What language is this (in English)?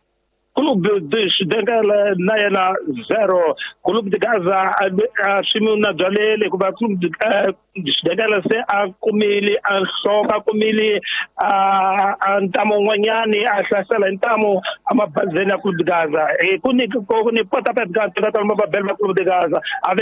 Tsonga